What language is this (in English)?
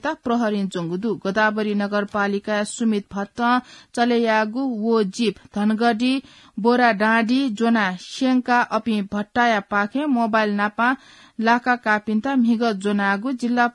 Newari